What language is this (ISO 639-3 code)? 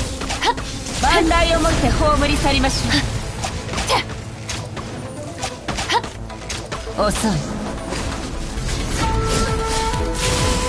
jpn